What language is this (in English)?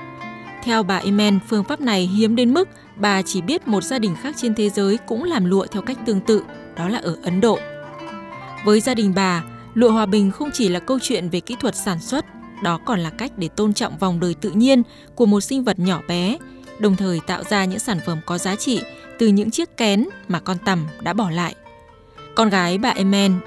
Vietnamese